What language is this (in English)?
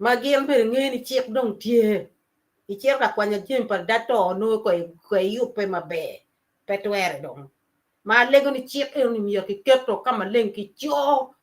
Acoli